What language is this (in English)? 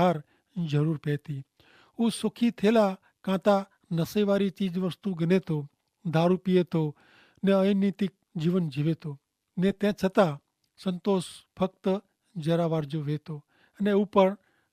Kachhi